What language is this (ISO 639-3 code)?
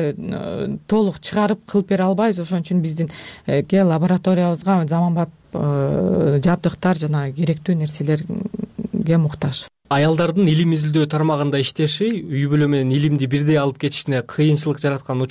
kir